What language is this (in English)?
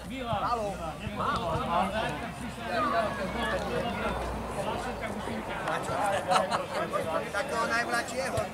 Slovak